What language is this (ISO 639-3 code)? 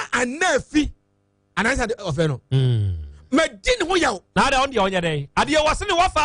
aka